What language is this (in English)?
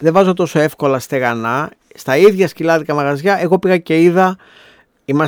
Greek